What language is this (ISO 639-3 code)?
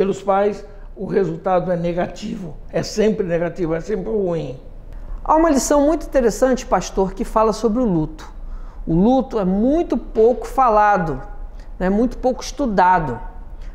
por